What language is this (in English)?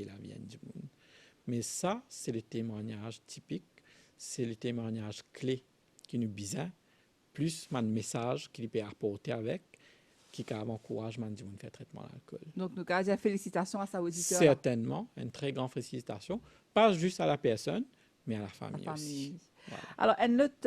Morisyen